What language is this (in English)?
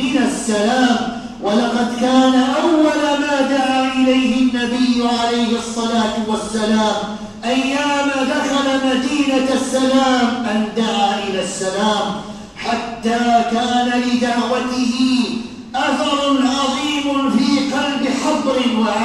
Arabic